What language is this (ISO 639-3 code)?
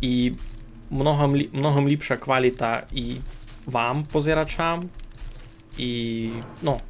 rue